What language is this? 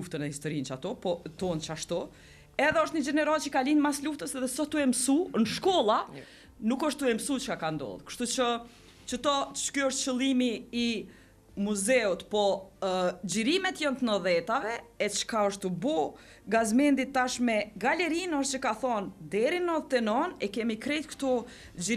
Albanian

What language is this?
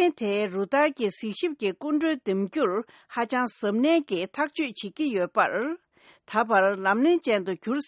Tibetan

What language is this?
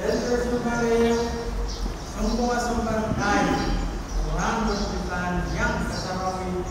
Pohnpeian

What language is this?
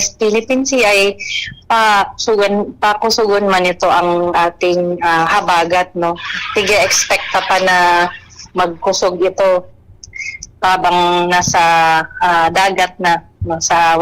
Bikol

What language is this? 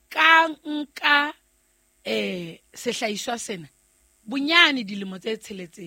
Southern Sotho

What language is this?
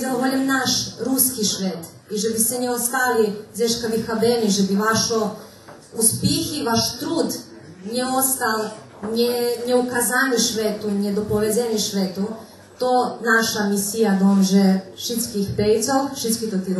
Rusyn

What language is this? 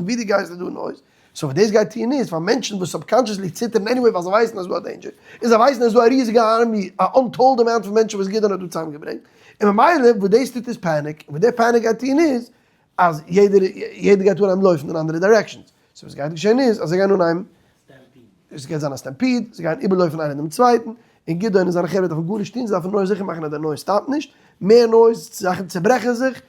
Yiddish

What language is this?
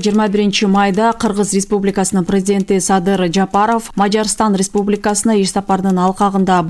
Kyrgyz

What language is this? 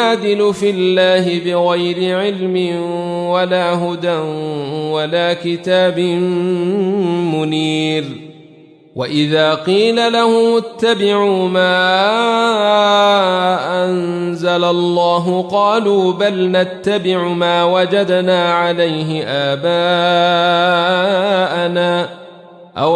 Arabic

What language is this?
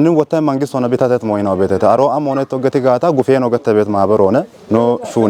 Kafa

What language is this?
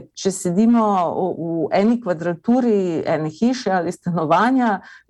Slovenian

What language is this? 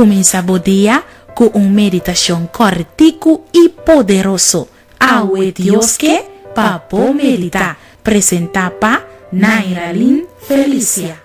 Papiamento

